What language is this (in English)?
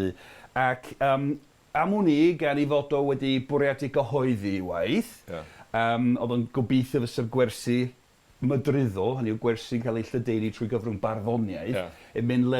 Welsh